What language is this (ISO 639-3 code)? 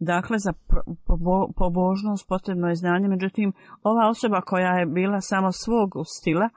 bos